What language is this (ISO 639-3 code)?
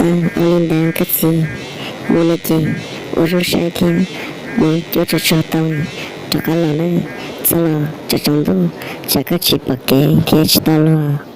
hmn